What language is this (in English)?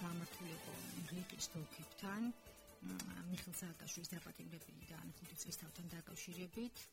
Georgian